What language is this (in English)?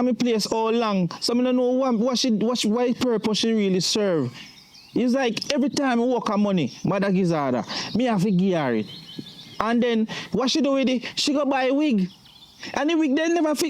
Jamaican Creole English